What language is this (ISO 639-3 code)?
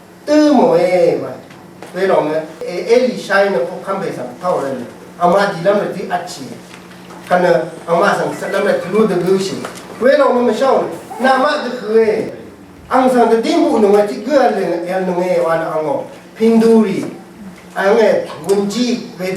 raw